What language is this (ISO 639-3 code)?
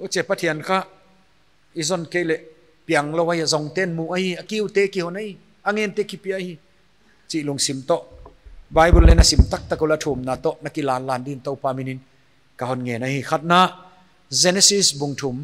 pck